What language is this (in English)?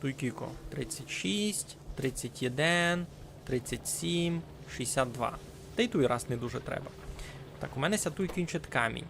Rusyn